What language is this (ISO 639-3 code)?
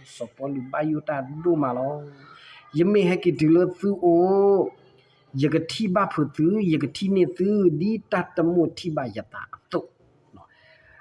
ksw